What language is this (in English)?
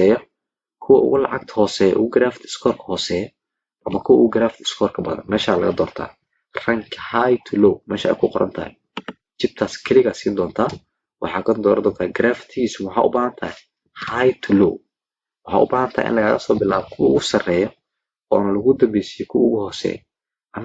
Somali